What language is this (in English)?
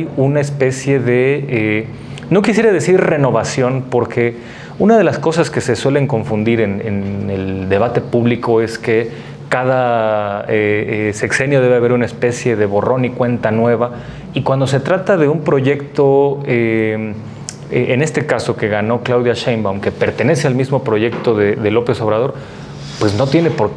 Spanish